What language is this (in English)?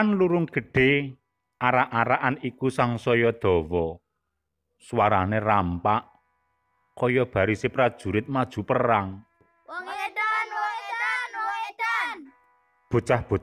Javanese